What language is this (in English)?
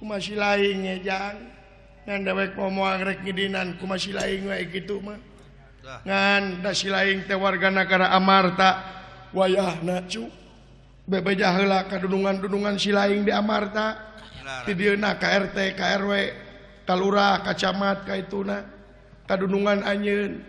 Sundanese